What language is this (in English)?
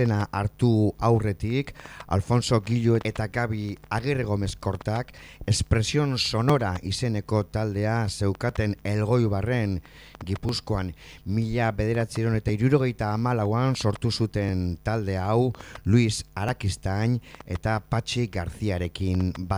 Basque